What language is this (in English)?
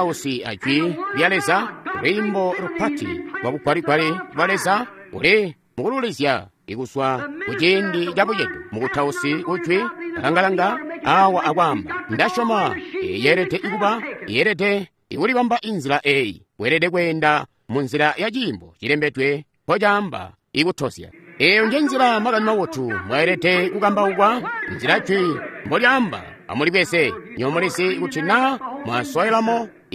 Tonga (Zambia)